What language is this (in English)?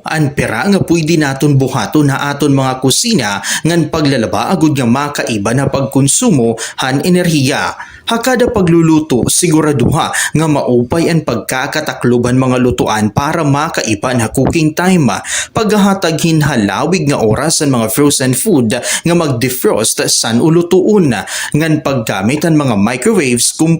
Waray